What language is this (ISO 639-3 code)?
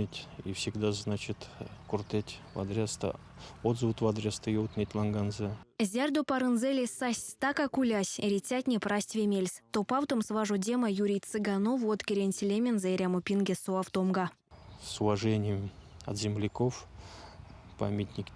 myv